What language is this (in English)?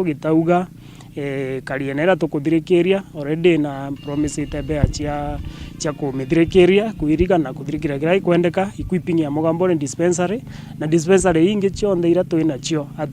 Meru